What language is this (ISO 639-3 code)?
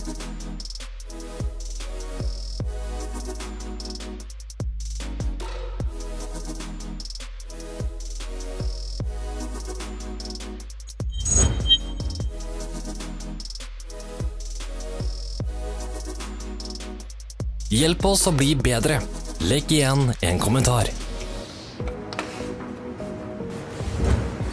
nor